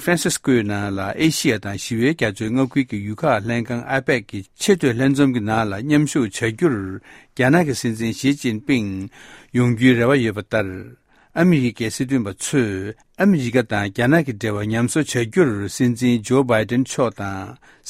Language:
Tibetan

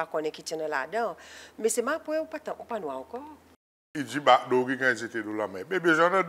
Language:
Seselwa Creole French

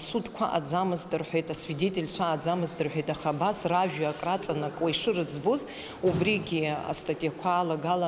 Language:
Abkhazian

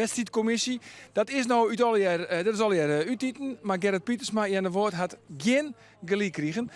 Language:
Western Frisian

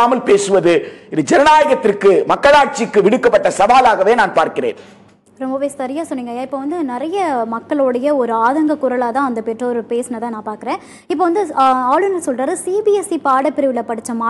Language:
Tamil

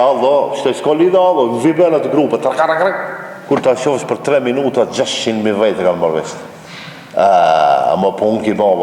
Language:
Albanian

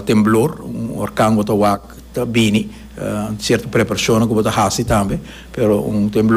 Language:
Papiamento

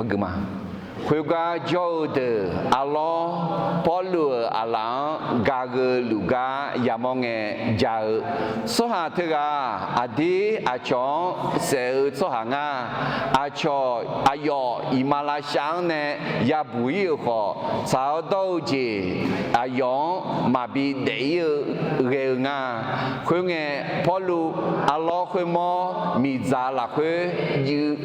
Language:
Akha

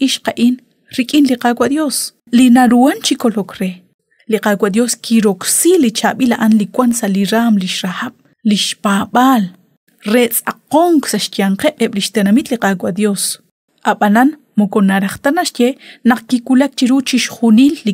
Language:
Kekchí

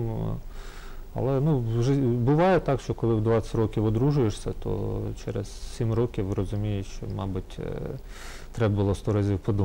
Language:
Ukrainian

